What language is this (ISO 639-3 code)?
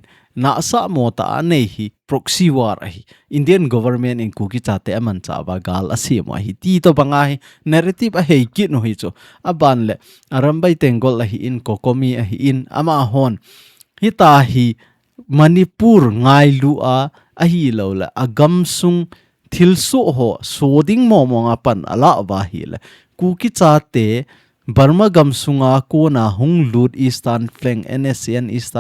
tcz